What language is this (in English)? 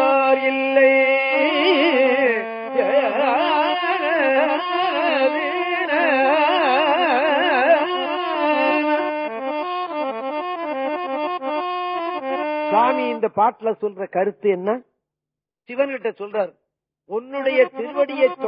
Tamil